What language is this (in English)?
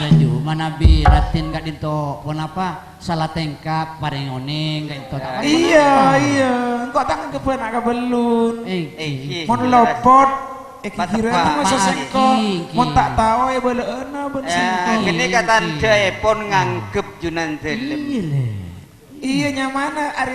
Madurese